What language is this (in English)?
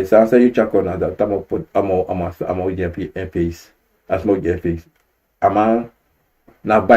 Sranan Tongo